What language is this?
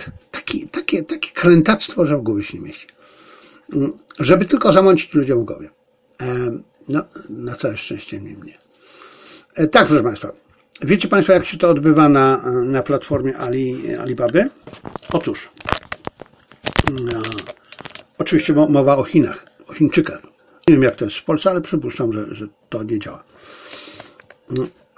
Polish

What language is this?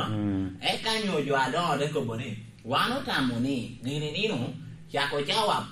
Lango (Uganda)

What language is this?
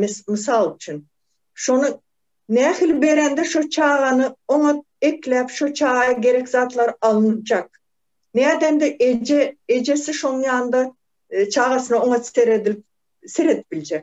Turkmen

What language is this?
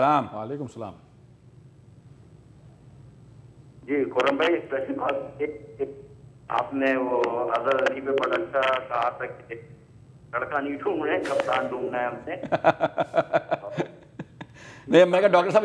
Urdu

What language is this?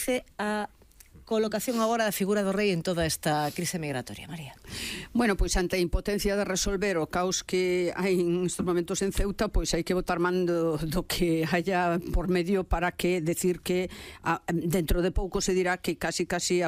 Galician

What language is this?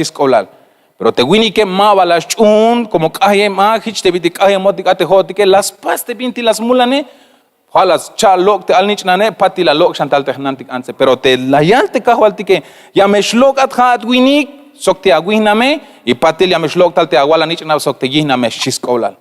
Tzeltal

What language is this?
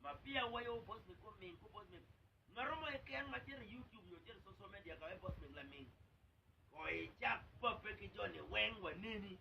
Acoli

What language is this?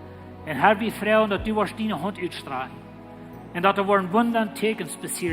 Plautdietsch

